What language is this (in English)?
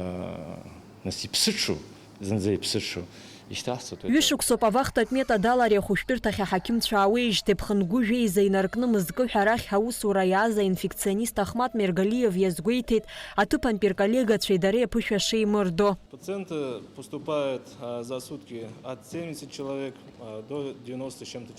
Abkhazian